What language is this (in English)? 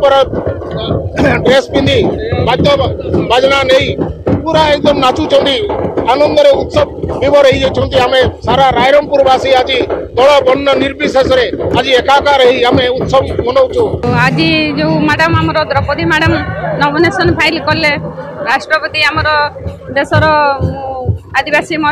Odia